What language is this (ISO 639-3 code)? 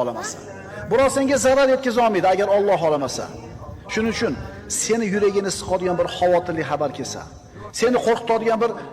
uzb